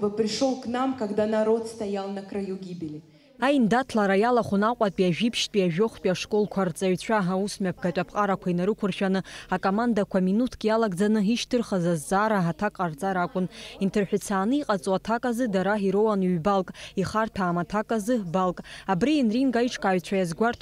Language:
Abkhazian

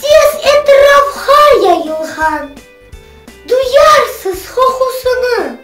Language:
Crimean Tatar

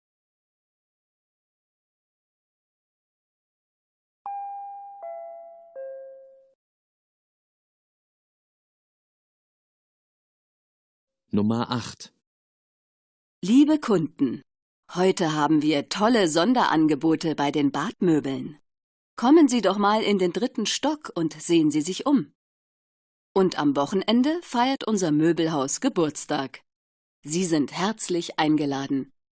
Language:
German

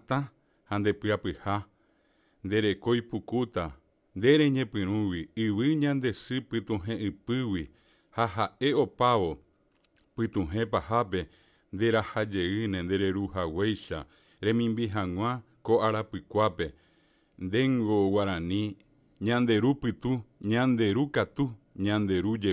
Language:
Guarani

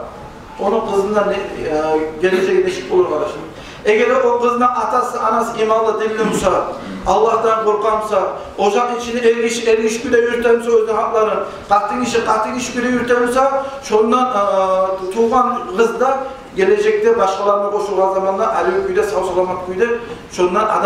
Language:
Kumyk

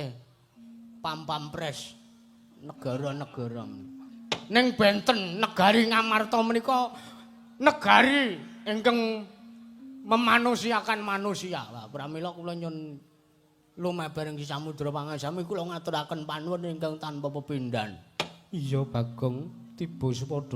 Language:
Javanese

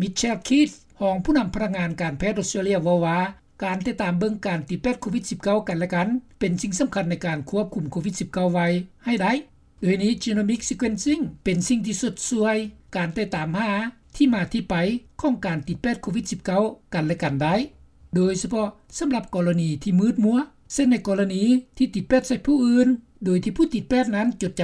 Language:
Lao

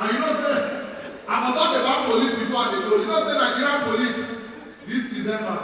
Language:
Nigerian Pidgin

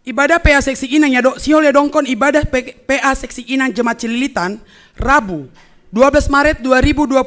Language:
Batak Simalungun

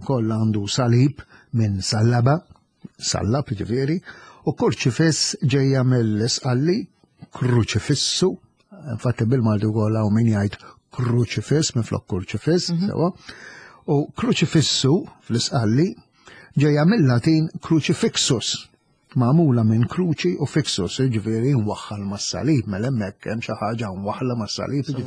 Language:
Maltese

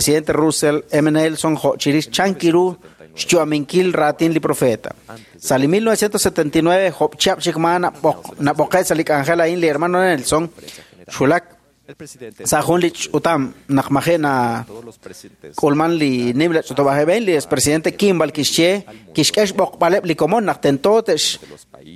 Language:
Kekchí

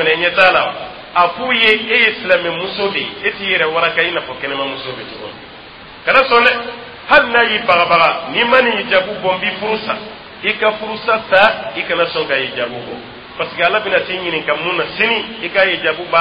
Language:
Dyula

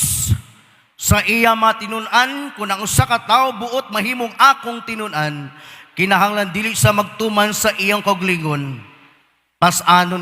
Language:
Cebuano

